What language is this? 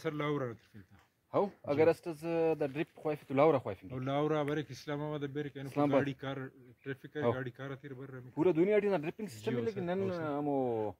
Brahui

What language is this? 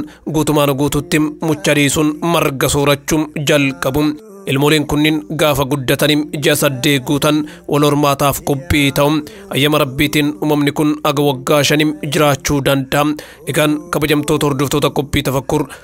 Oromo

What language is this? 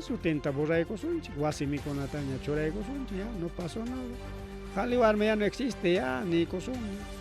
Ayacucho Quechua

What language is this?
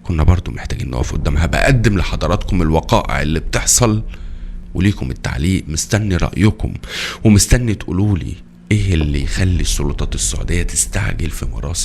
Egyptian Arabic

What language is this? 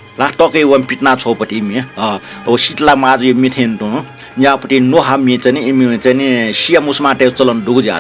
Newari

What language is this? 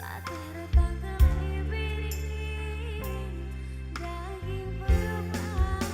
Batak Karo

